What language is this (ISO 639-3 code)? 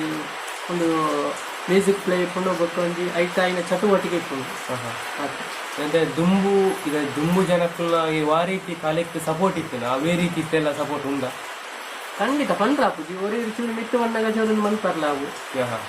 tcy